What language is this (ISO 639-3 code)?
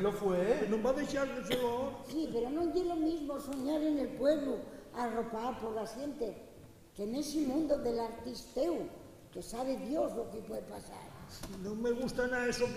ast